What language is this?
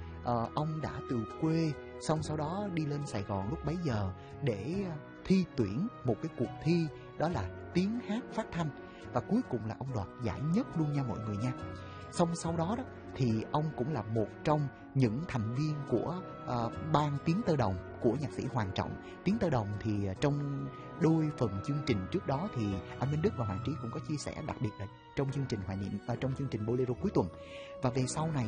Vietnamese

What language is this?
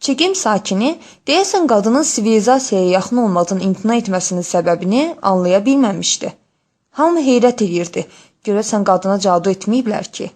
Azerbaijani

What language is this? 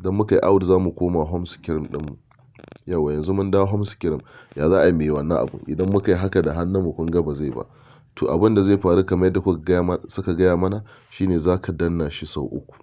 Hausa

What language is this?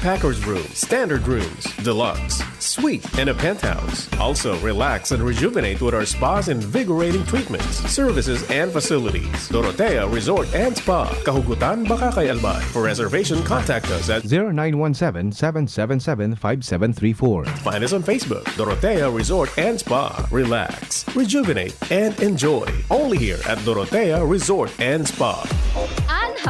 Bikol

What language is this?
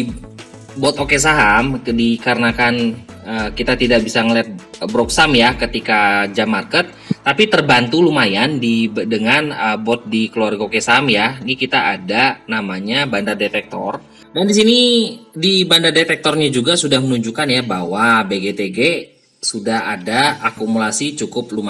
Indonesian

